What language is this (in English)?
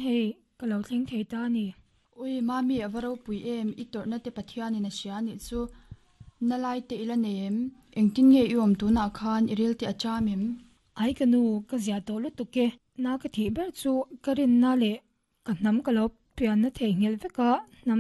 Mizo